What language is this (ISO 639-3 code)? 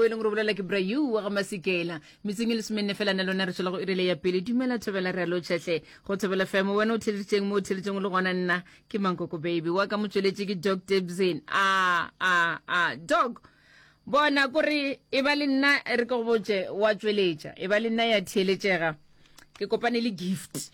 nso